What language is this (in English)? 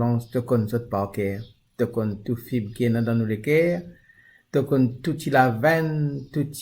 Morisyen